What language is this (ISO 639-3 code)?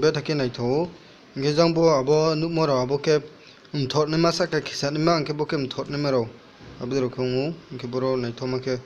ria